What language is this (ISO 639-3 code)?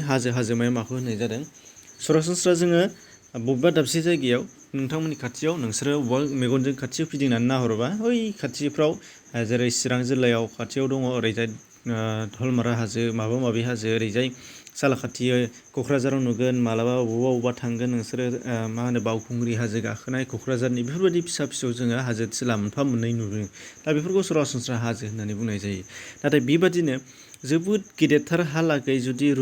brx